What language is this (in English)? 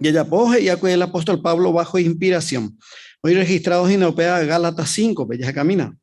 Guarani